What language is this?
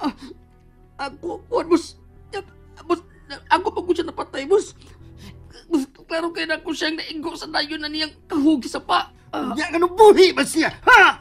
Cebuano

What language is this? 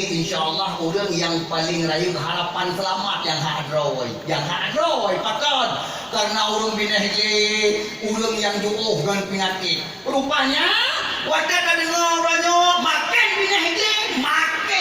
Achinese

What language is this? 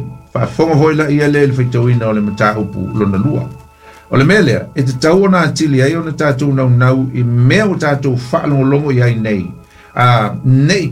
Samoan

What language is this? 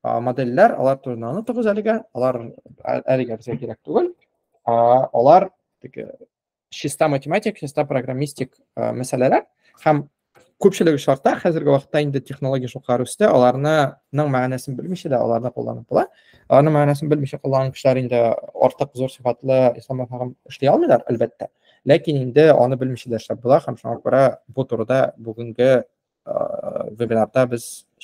Tatar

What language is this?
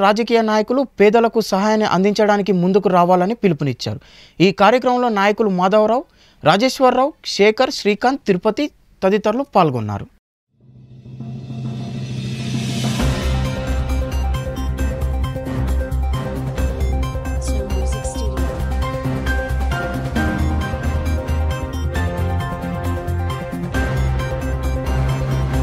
Telugu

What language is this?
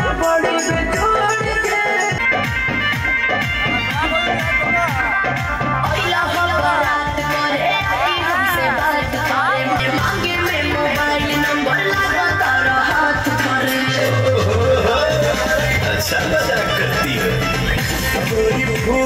Bhojpuri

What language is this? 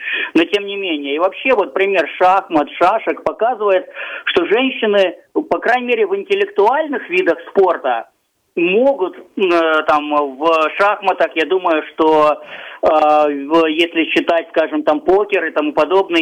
Russian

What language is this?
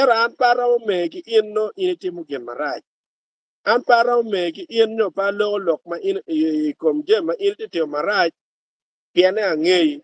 Acoli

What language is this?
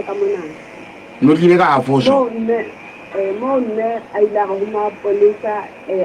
Southern Sotho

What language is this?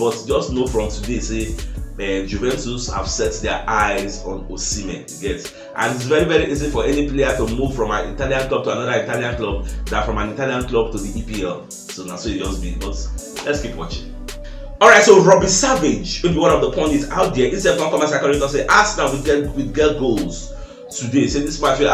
Nigerian Pidgin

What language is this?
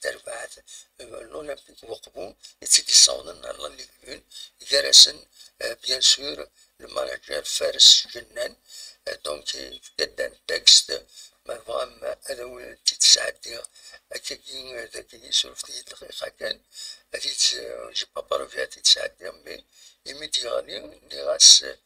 Kabyle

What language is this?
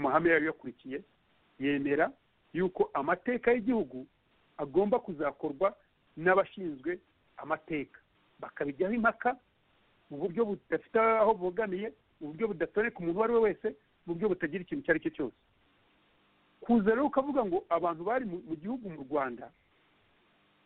Kinyarwanda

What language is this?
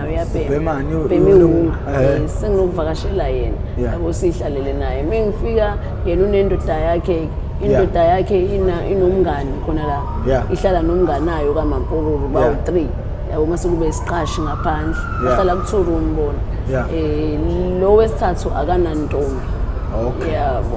Zulu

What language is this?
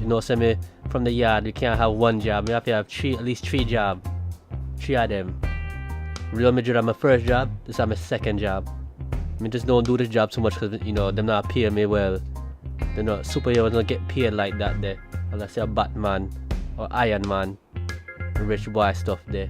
Jamaican Creole English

